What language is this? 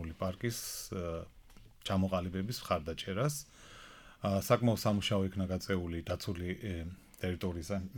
Georgian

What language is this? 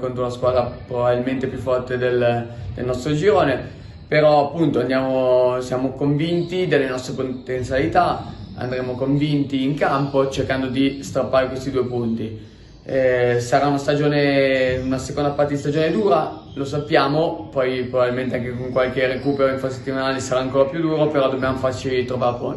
Italian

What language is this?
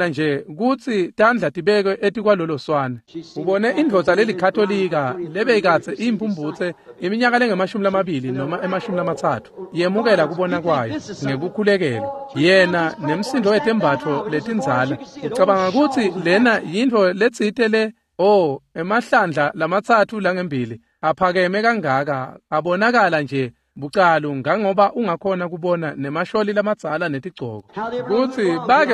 Swati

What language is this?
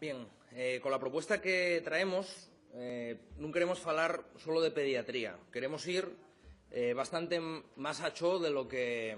Asturian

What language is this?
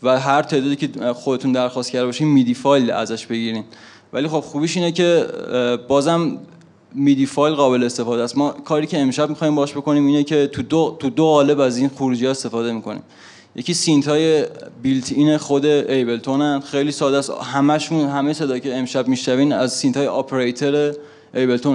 Persian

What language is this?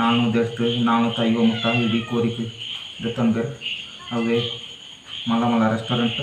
Tulu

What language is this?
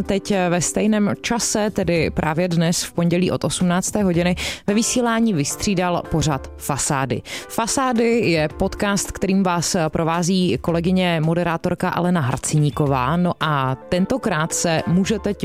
Czech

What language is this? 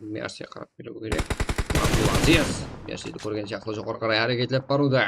Kara-Kalpak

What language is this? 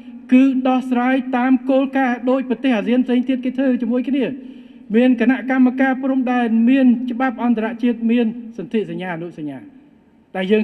Khmer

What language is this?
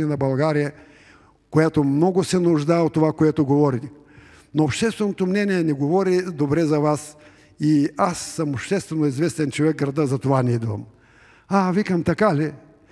Bulgarian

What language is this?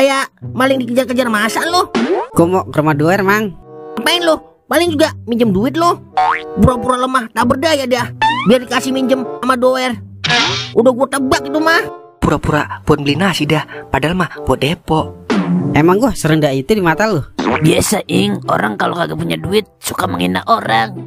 Betawi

